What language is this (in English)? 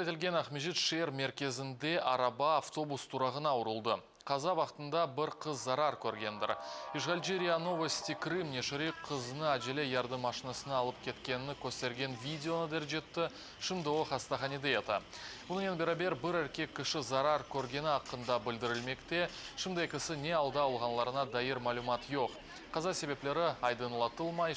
Crimean Tatar